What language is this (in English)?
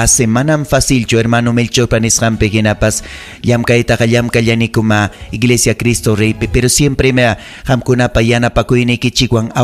Ayacucho Quechua